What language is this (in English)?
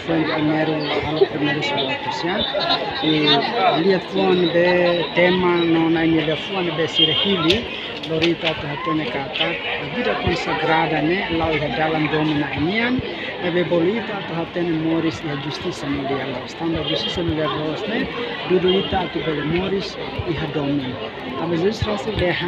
Tetum